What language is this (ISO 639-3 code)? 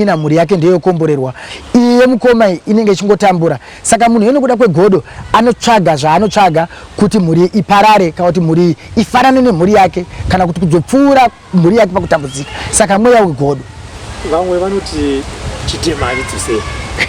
sna